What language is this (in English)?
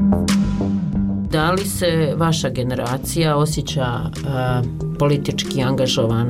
Bosnian